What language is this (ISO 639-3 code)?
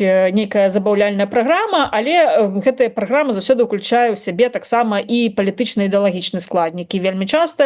bel